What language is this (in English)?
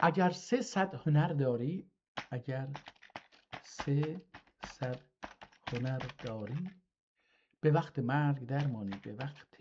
South Azerbaijani